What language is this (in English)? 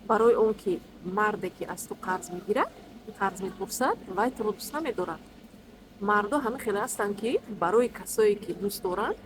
Tajik